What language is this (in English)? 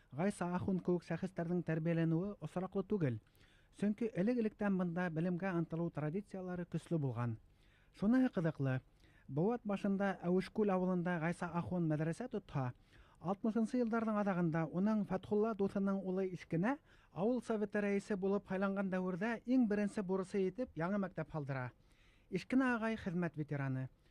Bashkir